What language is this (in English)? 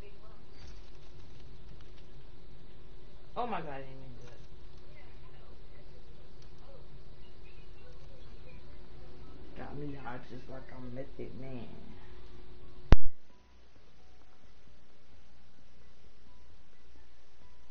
English